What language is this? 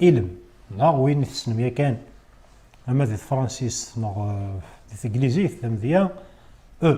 Kabyle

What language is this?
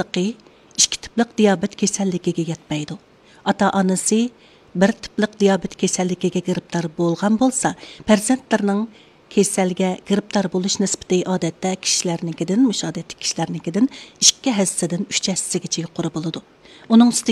Uyghur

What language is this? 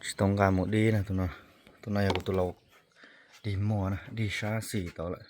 Hmong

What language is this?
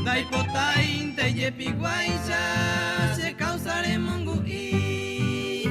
Guarani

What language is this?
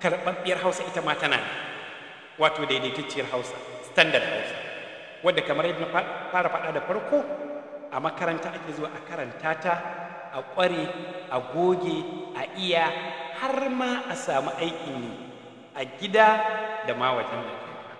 Hausa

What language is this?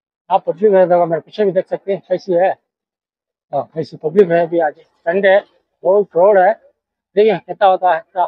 Hindi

